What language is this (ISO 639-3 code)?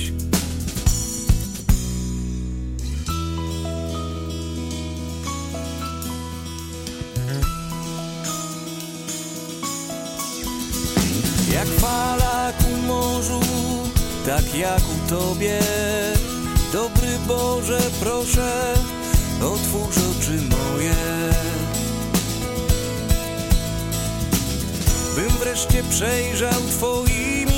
pol